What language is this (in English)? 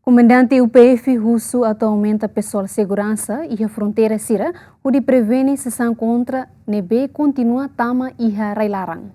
Tetum